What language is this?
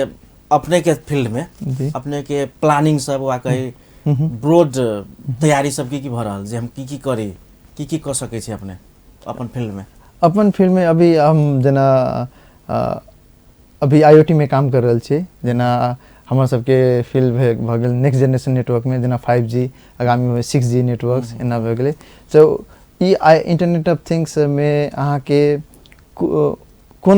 Maithili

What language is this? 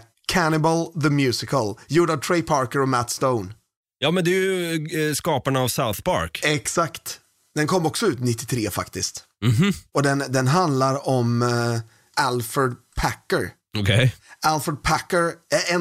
Swedish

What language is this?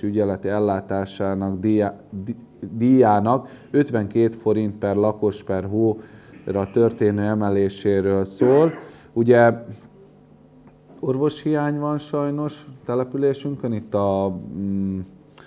Hungarian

